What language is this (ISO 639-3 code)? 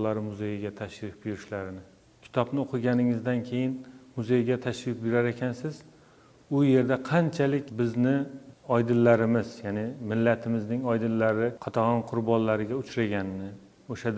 uzb